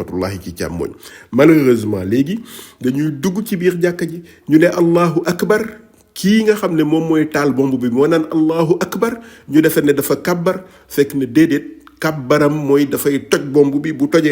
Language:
Wolof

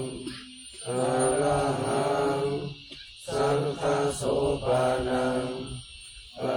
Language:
Pali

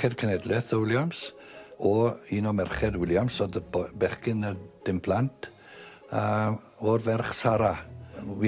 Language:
Welsh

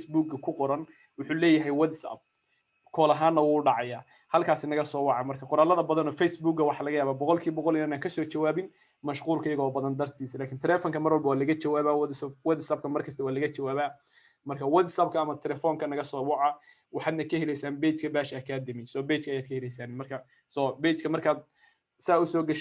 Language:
Somali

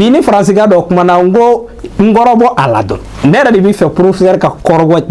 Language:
Bambara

